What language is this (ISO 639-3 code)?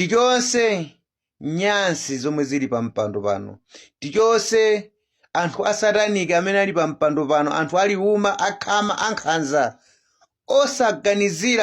nya